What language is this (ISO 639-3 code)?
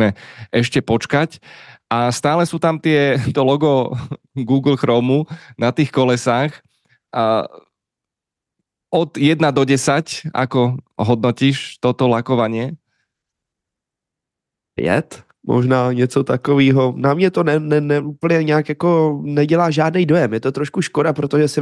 slk